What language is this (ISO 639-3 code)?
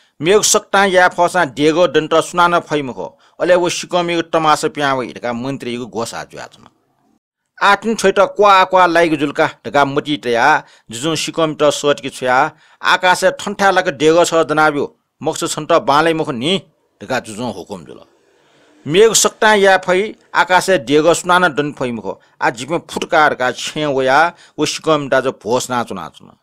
new